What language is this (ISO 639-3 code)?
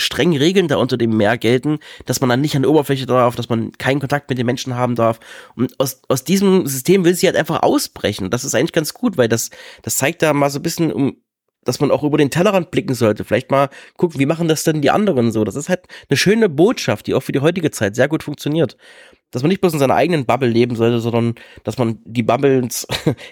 deu